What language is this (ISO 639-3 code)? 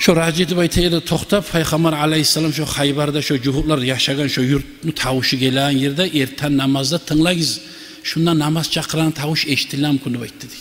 kum